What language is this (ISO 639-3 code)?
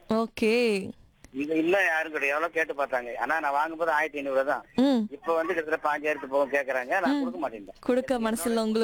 tam